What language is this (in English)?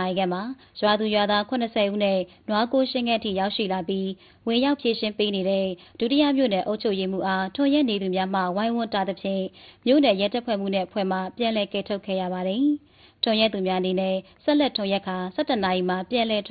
Burmese